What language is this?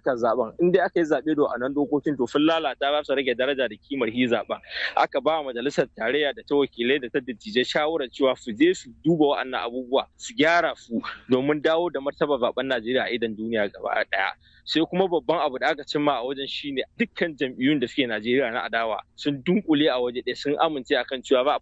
Hausa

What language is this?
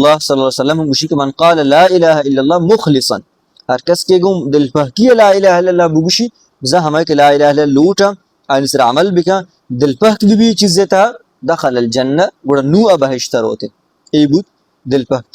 Baluchi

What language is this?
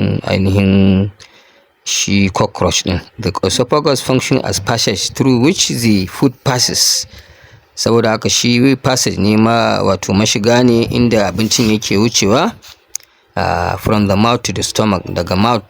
Hausa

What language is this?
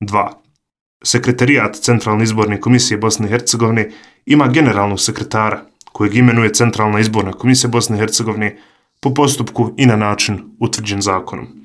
Serbian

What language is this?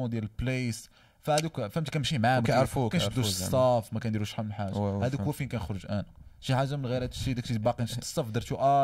Moroccan Arabic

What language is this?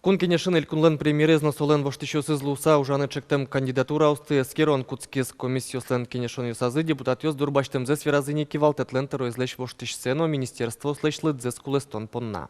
Udmurt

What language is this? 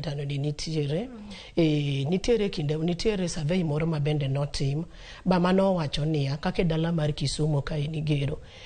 Luo (Kenya and Tanzania)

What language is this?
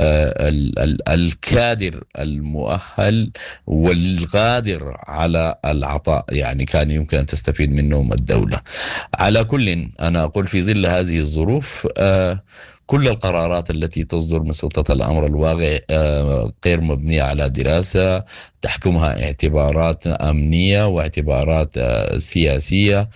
Sudanese Arabic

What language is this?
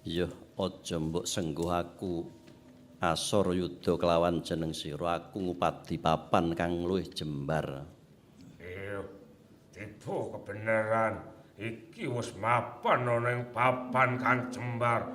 Javanese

